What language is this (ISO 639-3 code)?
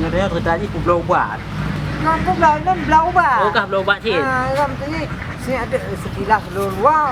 ace